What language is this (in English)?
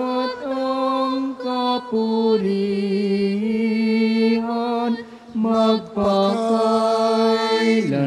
Filipino